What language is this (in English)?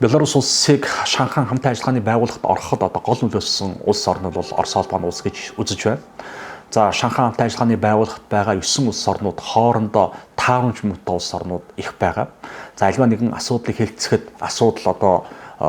Mongolian